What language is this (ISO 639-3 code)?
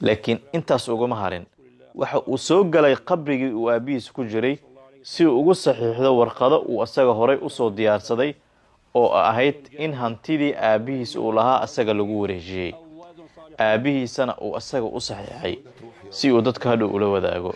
som